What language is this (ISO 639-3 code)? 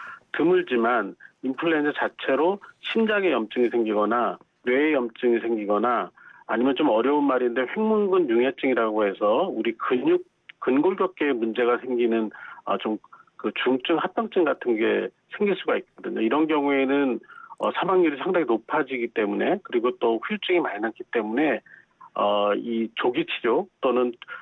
kor